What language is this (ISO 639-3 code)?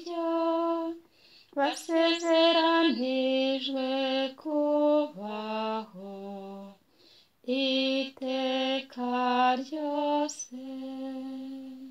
kin